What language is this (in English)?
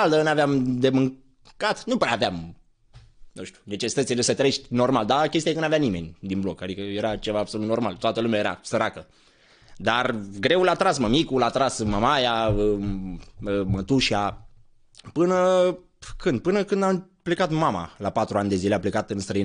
Romanian